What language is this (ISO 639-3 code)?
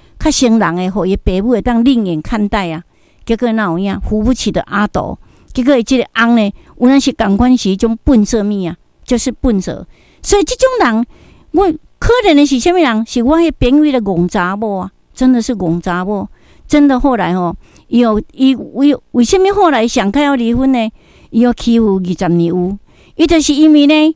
nan